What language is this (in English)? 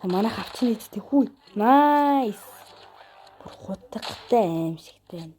Mongolian